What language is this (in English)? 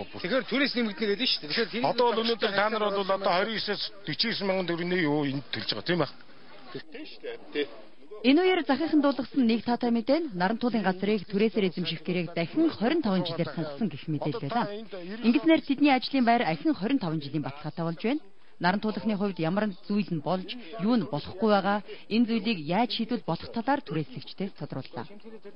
Mongolian